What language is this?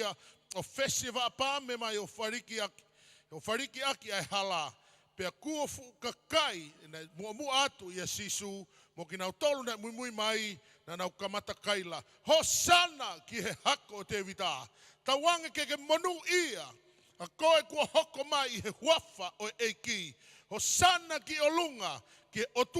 Tongan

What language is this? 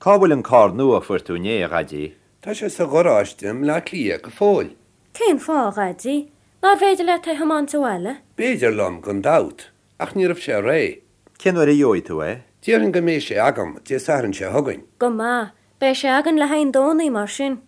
Irish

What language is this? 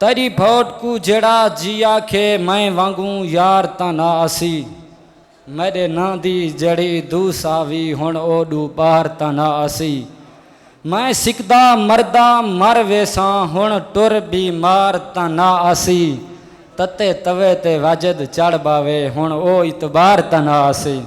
Saraiki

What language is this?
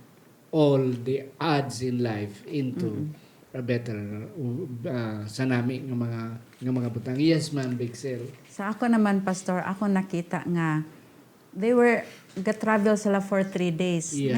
Hiligaynon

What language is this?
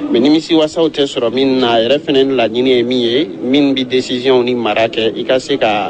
Bambara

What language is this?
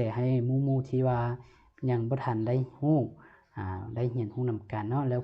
Lao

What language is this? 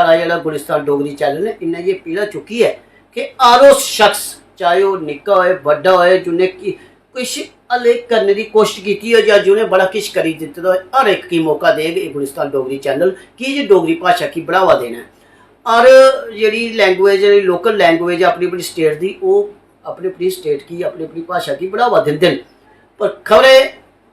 Dogri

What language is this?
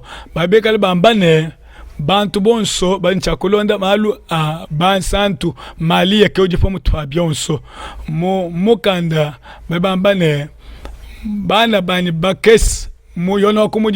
Luba-Lulua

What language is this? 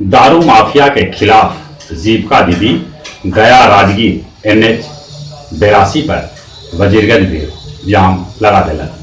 Magahi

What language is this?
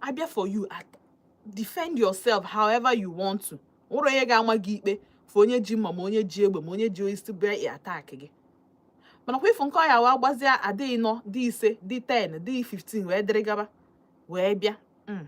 Igbo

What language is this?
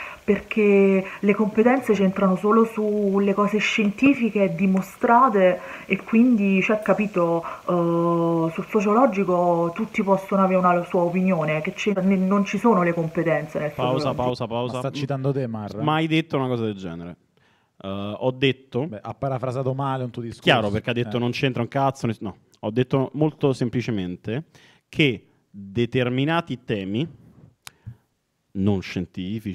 Italian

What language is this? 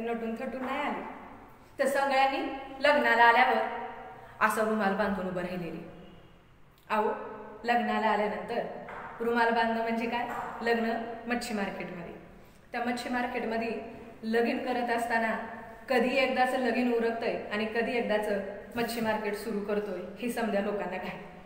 Marathi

